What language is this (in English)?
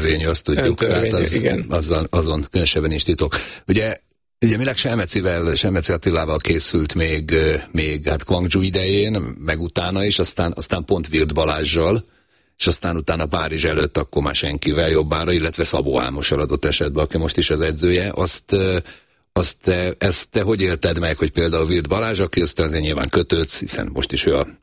Hungarian